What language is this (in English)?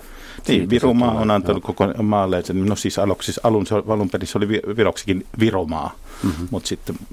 Finnish